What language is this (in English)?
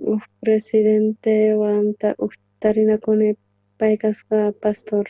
South Bolivian Quechua